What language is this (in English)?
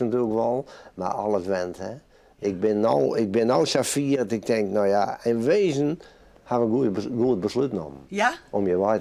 Western Frisian